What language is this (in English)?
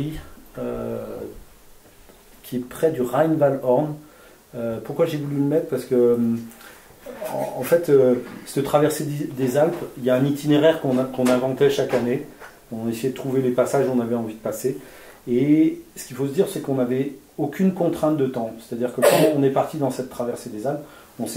French